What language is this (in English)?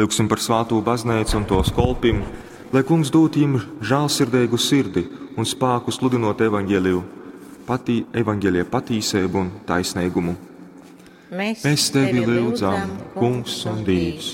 Latgalian